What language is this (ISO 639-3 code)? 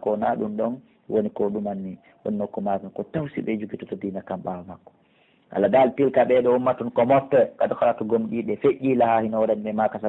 fuf